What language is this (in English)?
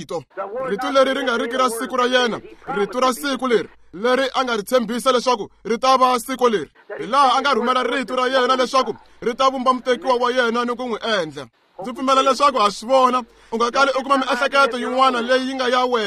Tsonga